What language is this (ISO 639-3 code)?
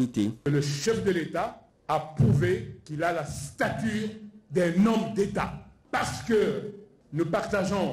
fra